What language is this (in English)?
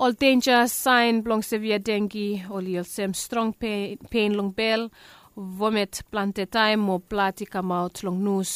Bislama